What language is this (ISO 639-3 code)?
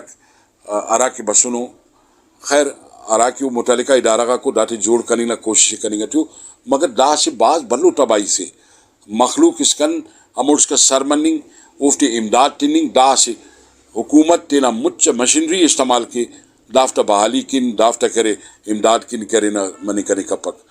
brh